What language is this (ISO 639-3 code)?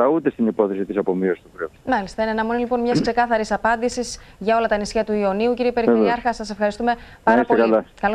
ell